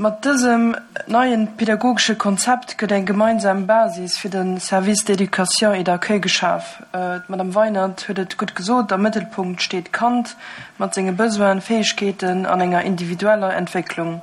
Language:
Luxembourgish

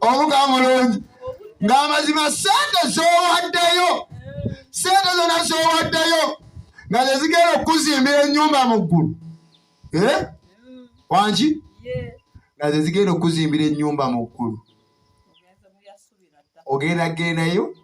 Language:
Ganda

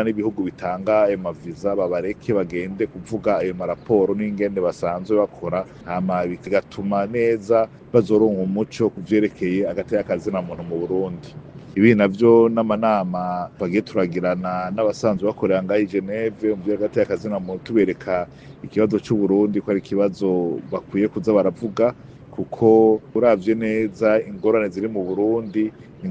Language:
Rundi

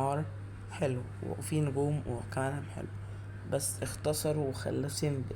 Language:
Egyptian Arabic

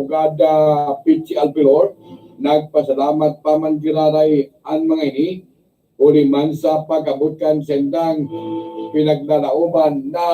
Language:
Bikol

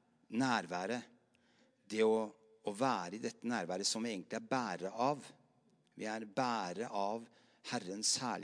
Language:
Norwegian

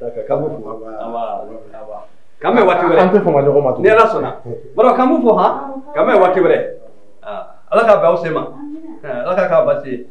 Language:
Bambara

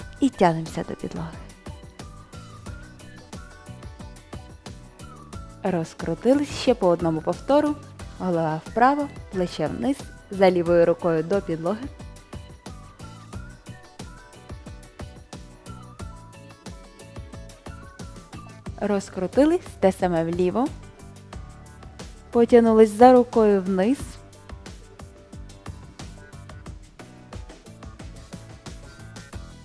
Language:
Ukrainian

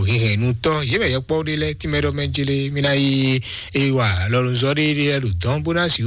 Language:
Fon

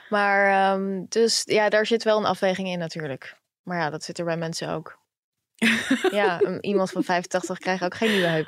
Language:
Dutch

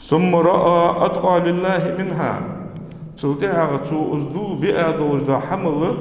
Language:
Ingush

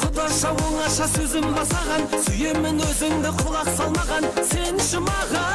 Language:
Kara-Kalpak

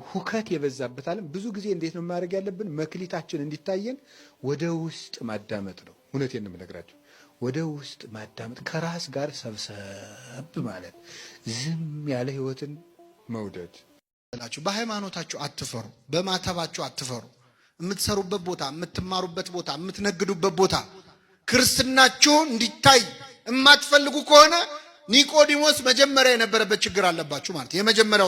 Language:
Amharic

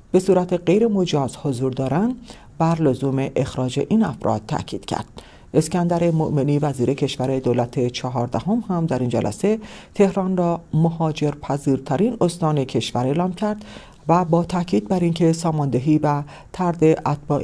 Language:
Persian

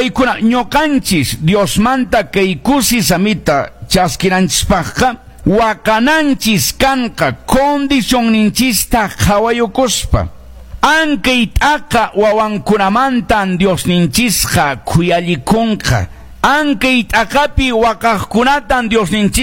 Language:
Quechua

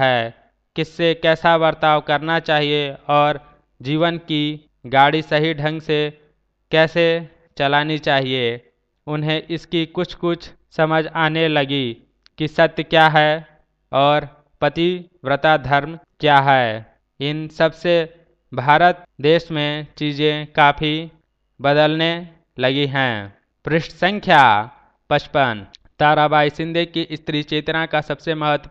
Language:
Hindi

